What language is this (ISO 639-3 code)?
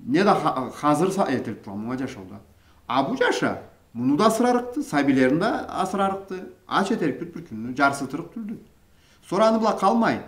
krc